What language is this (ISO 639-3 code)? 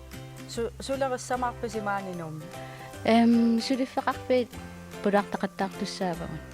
kal